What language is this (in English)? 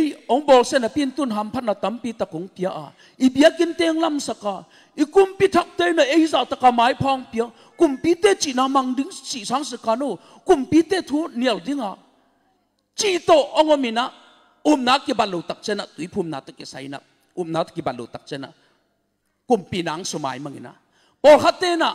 Tedim Chin